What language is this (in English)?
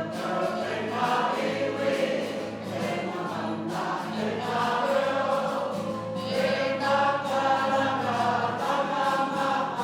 Māori